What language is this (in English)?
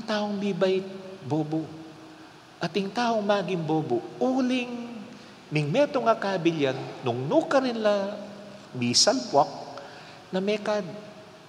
Pampanga